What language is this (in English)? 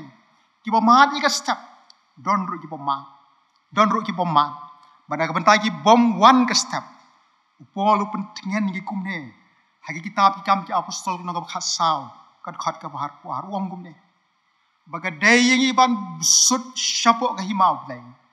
Khasi